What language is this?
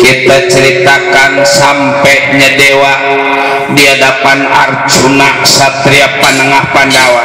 Betawi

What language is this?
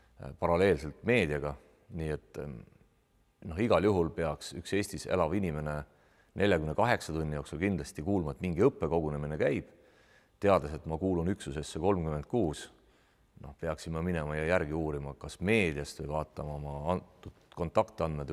Estonian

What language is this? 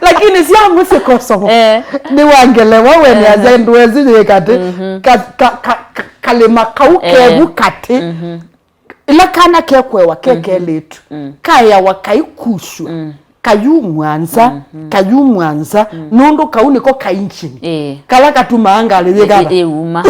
Kamba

